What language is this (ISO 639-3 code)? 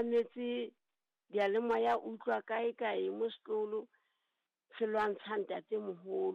sot